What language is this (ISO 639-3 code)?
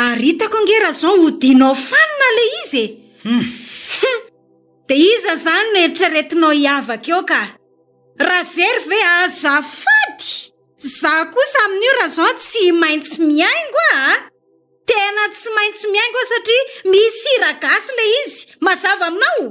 mlg